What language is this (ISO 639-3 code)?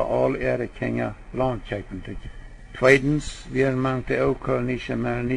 pdt